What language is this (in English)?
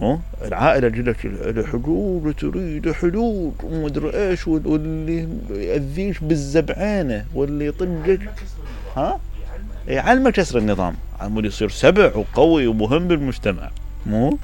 Mesopotamian Arabic